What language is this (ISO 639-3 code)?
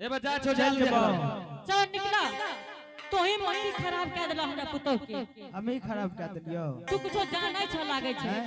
anp